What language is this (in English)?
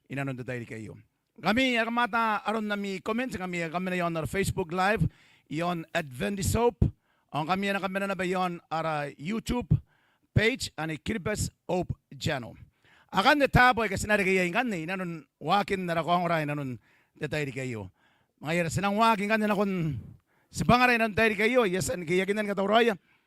Gilbertese